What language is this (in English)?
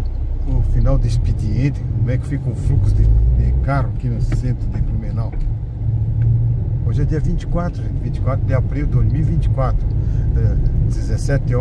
Portuguese